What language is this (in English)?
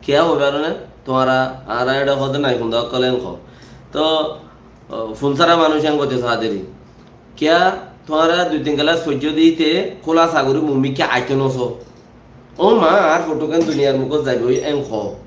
Rohingya